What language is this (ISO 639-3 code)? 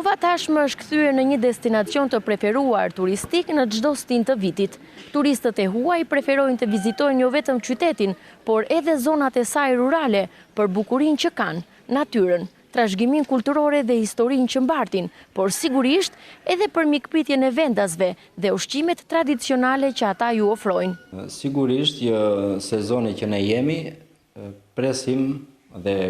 sqi